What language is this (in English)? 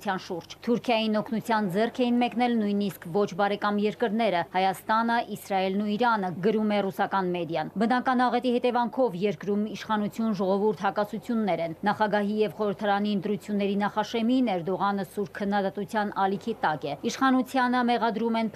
Armenian